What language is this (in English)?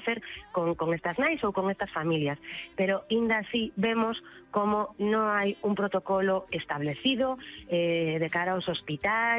Galician